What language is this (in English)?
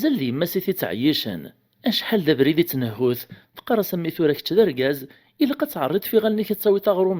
Kabyle